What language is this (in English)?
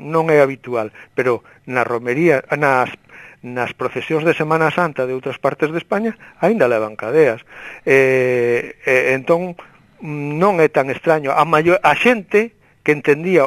Galician